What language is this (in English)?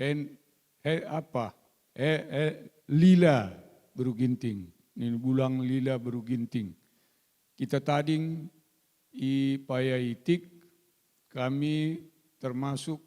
Batak Karo